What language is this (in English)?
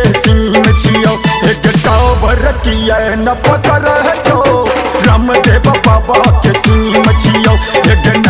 Bhojpuri